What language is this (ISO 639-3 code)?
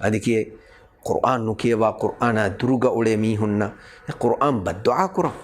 div